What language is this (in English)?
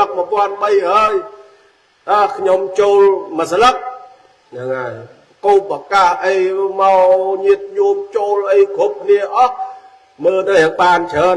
Khmer